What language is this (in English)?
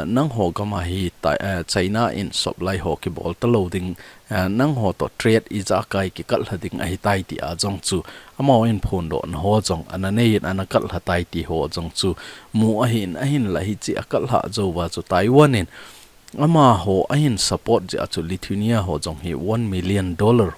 Thado Chin